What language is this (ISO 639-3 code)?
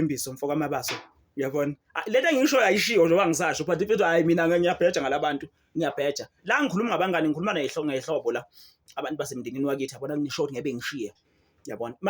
zul